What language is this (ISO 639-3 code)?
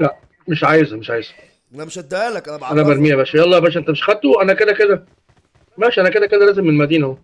arz